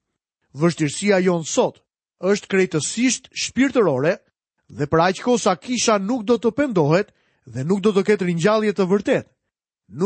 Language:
Albanian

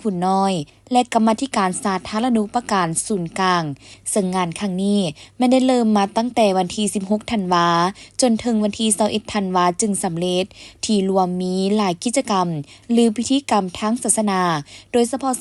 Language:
Lao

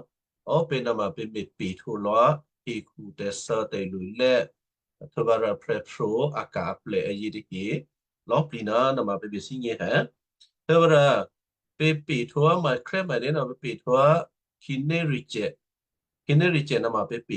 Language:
Western Kayah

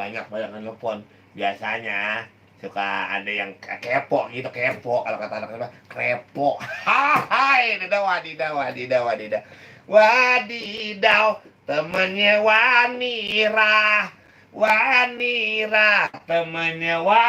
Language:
Betawi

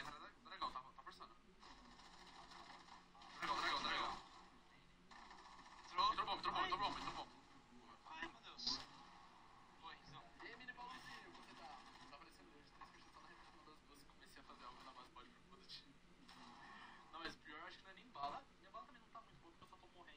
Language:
Portuguese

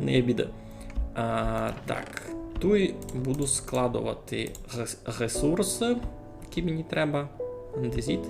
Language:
Rusyn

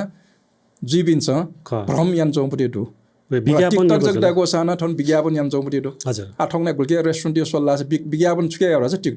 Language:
Newari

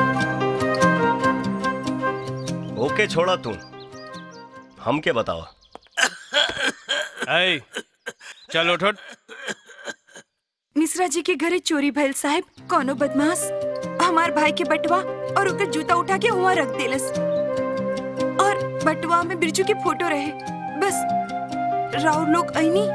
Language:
Bhojpuri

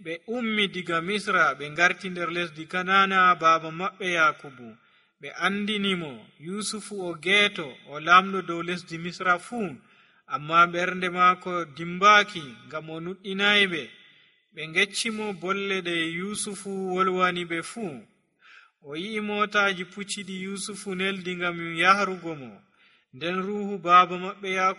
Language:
Nigerian Fulfulde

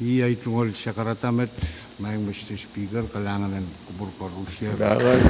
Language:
Pohnpeian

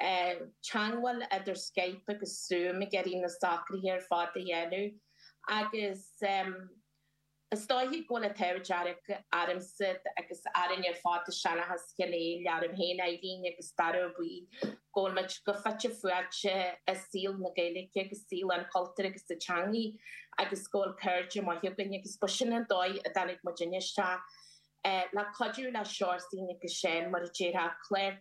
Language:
Irish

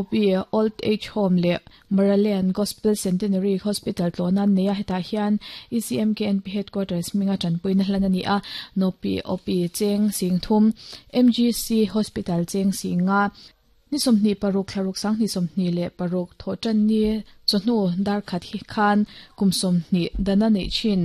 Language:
Mizo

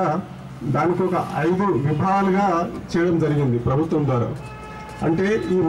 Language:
Telugu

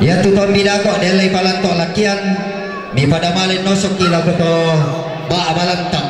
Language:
Toraja-Sa'dan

